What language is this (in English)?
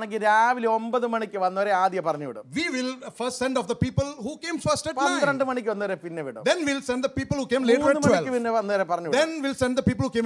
Malayalam